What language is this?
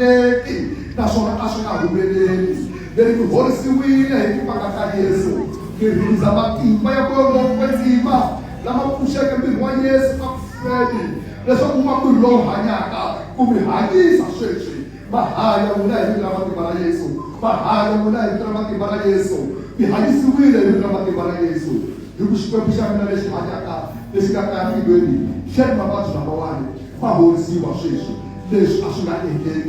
Tsonga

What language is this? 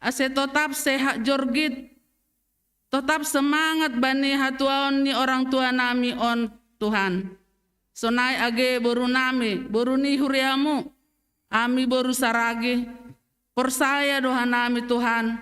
Batak Simalungun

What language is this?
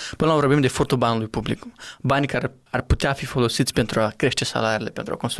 Romanian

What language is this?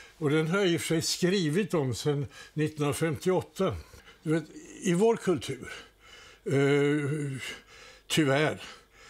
Swedish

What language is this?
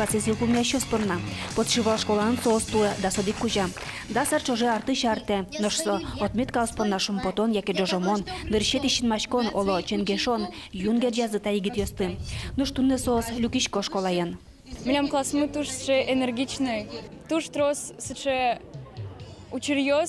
Udmurt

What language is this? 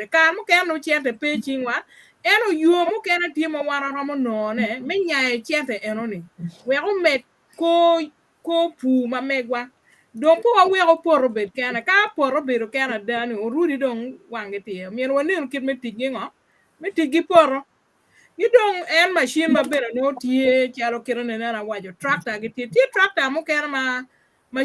Acoli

